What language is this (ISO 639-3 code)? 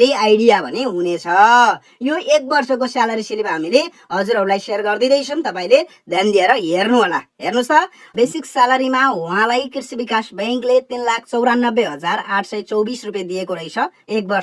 nep